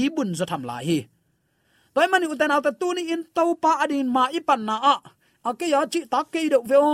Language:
Tedim Chin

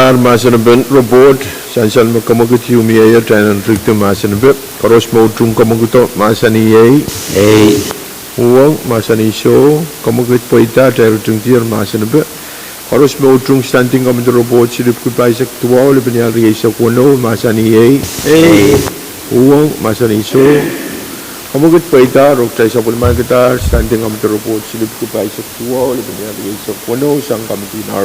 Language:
Pohnpeian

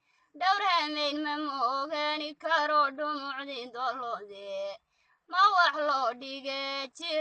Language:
Somali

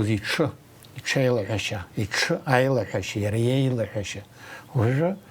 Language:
Abkhazian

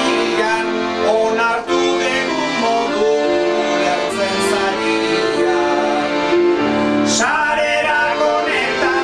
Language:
Basque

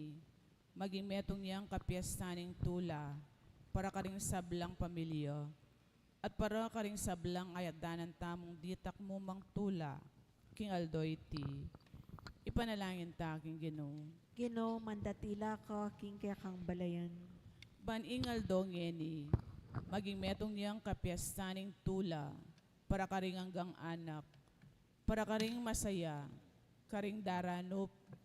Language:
Pampanga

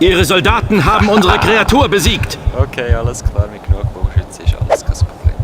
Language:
Swiss German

